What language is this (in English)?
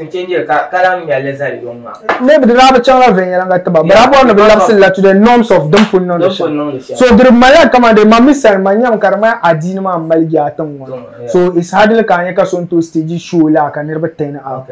Dagbani